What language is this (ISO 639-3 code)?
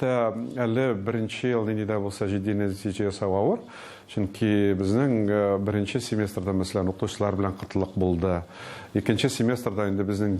tat